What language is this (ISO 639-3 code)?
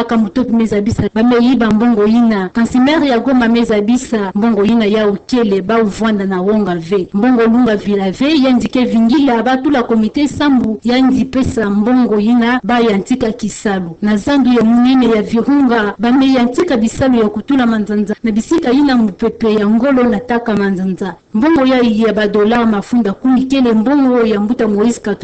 ktu